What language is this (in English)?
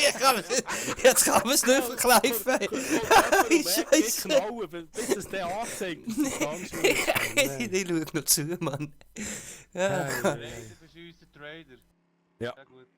Swiss German